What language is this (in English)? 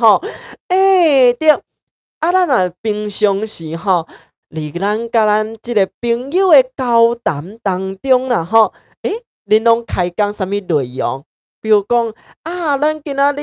Min Nan Chinese